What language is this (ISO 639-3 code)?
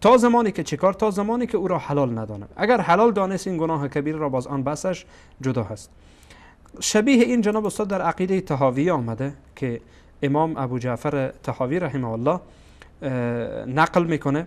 fas